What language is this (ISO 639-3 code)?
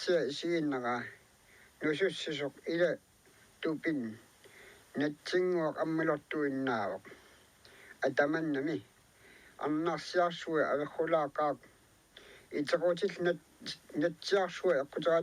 kal